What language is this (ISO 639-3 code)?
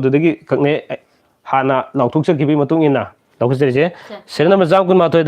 mni